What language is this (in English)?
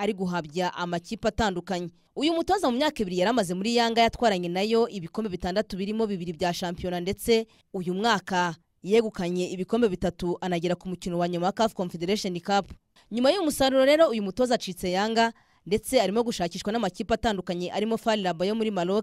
Kinyarwanda